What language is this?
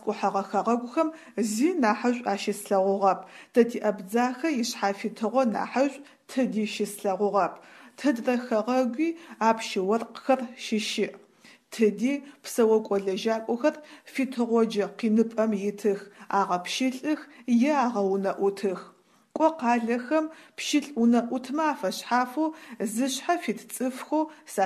Adyghe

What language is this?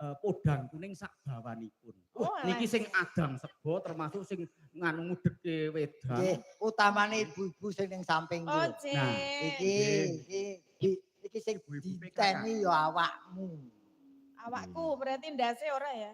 Javanese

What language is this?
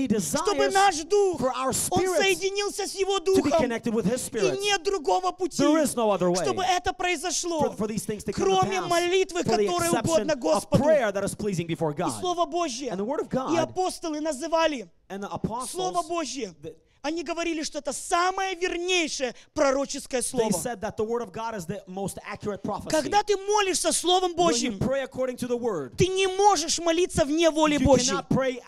Russian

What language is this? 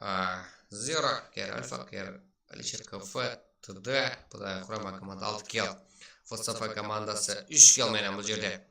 Kara-Kalpak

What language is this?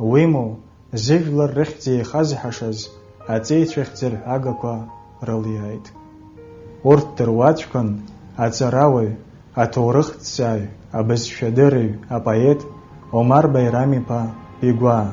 Abkhazian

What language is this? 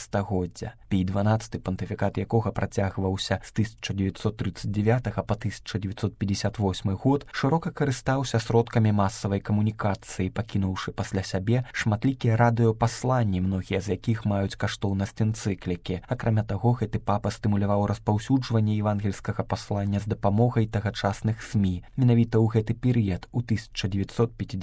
Belarusian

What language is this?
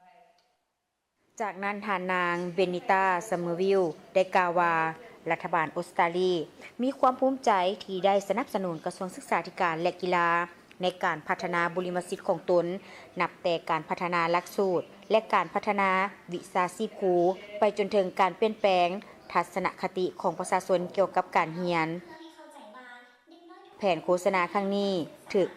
Lao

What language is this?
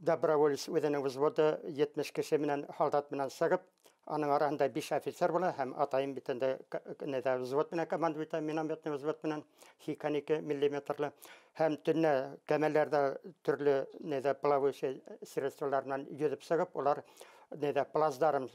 Bashkir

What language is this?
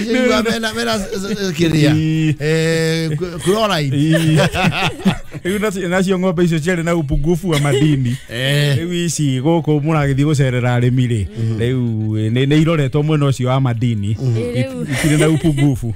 Kikuyu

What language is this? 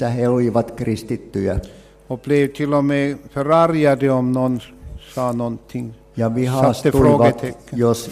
Swedish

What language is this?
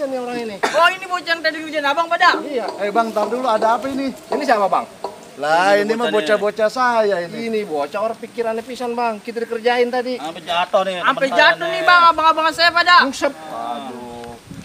Betawi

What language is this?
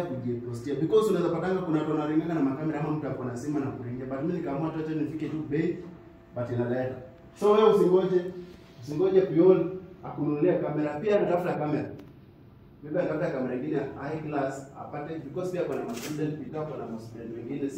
Swahili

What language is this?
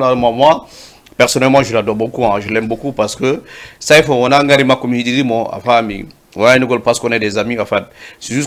Fula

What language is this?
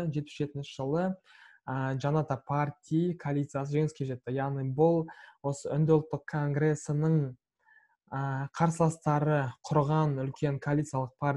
Kazakh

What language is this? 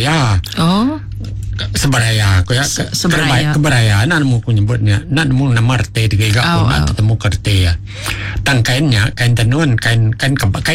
Iban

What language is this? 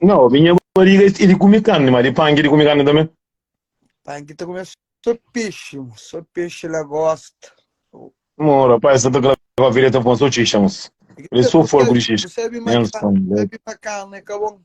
Kabuverdianu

